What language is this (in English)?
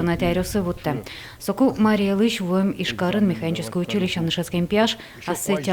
Udmurt